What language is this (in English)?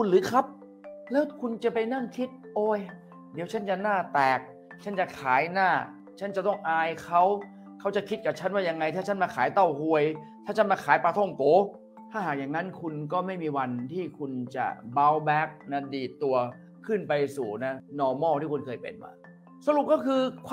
Thai